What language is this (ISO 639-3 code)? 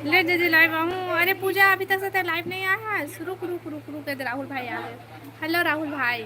hne